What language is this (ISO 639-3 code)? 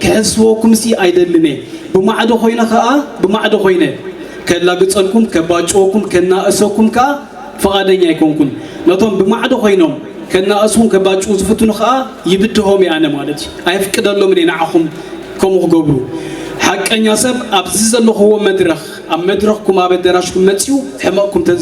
tir